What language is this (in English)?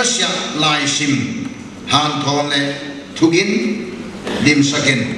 Paite Chin